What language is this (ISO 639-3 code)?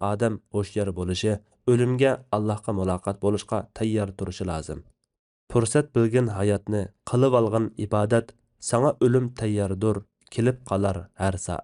uig